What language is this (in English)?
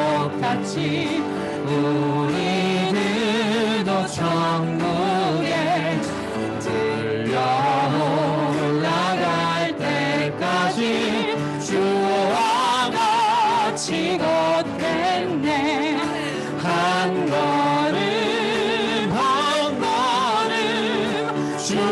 Korean